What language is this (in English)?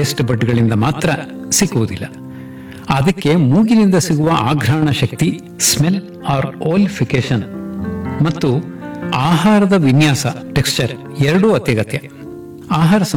Kannada